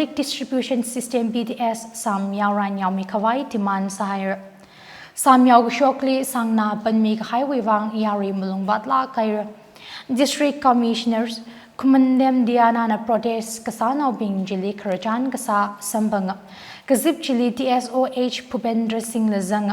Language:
Tangkhul Naga (India)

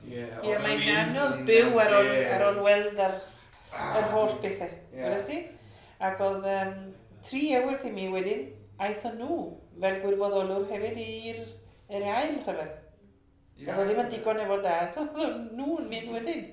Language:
Welsh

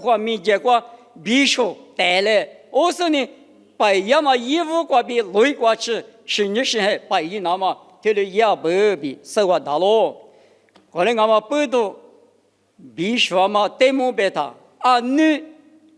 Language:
Lisu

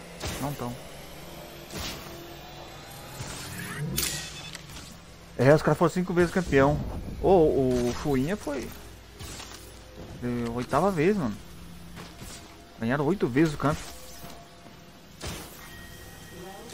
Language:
Portuguese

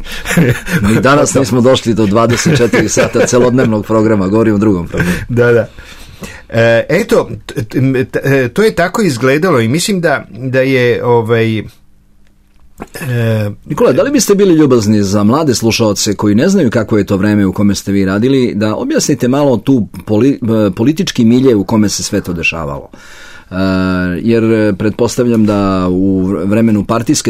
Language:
Serbian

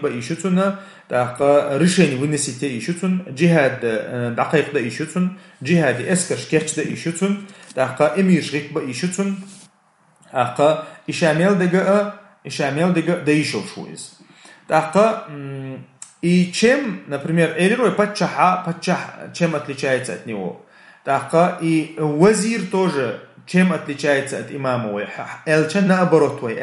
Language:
Chechen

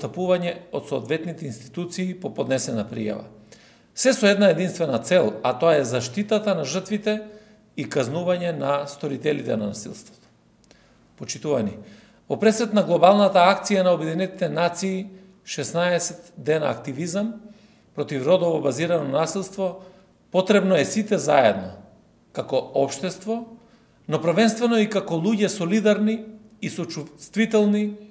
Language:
Macedonian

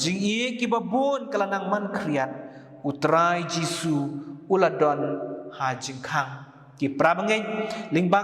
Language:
Khasi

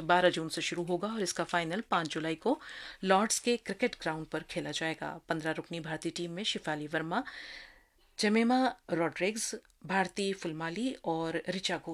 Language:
Urdu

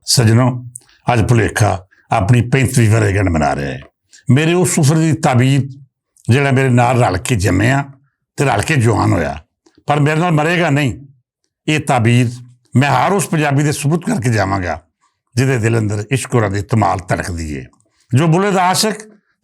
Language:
Western Panjabi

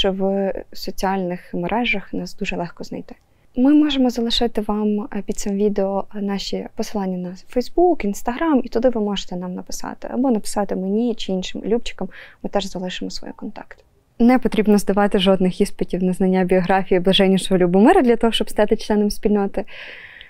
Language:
Ukrainian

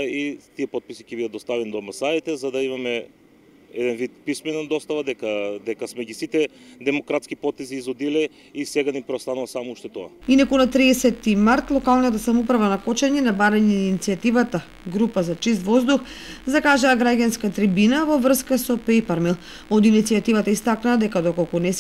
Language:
Macedonian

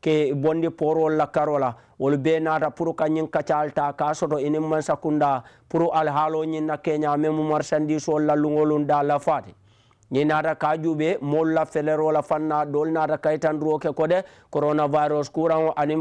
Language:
Mandingo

